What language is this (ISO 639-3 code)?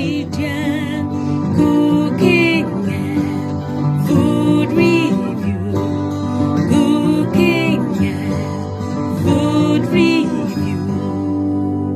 jam